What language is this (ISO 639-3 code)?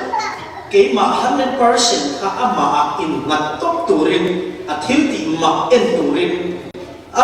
cfm